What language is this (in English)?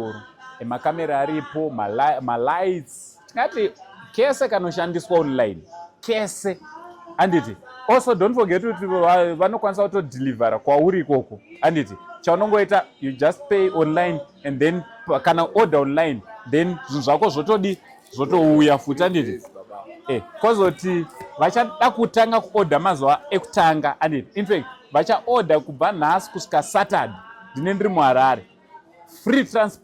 Shona